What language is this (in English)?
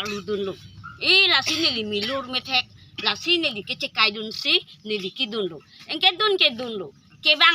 Karbi